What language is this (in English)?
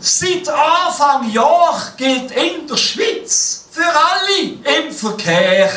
Swiss German